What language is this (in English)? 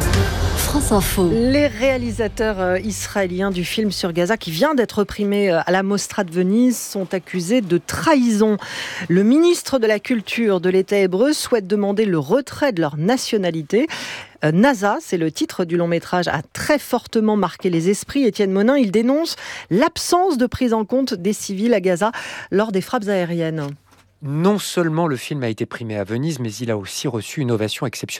French